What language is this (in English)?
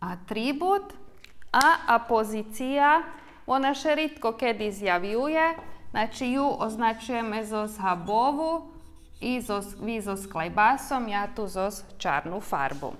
Rusyn